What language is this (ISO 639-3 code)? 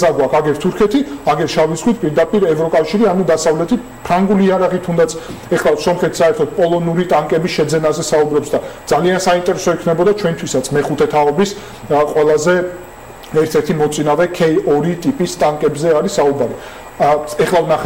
kat